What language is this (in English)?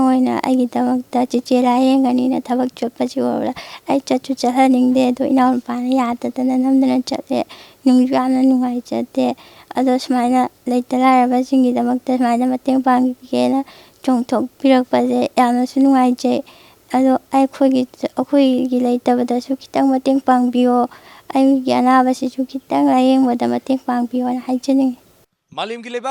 Manipuri